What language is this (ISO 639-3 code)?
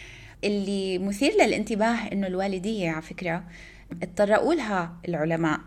apc